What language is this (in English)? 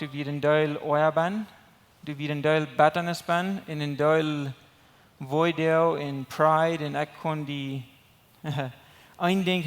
Plautdietsch